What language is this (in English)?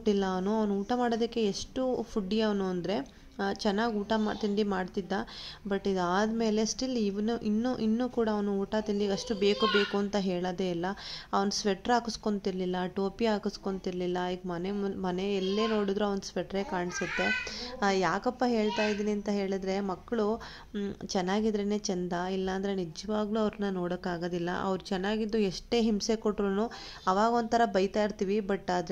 Kannada